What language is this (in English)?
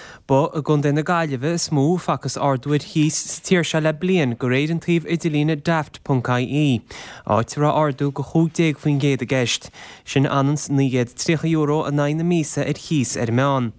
Irish